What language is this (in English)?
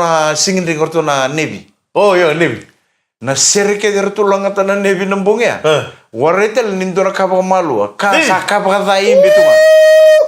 Fijian